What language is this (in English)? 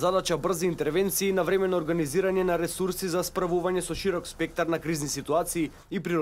Macedonian